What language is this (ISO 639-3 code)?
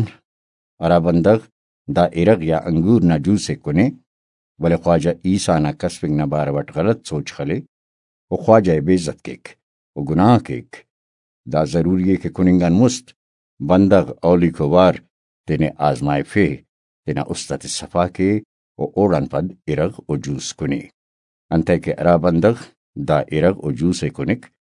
brh